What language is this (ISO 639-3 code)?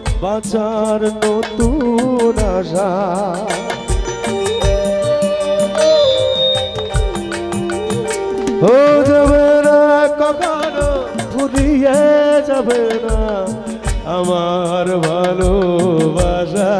ben